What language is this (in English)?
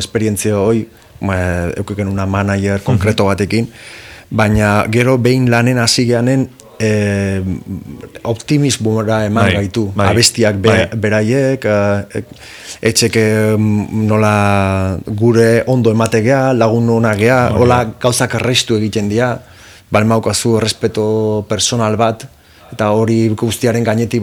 Basque